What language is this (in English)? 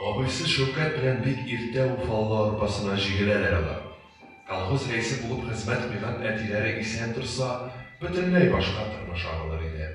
Tatar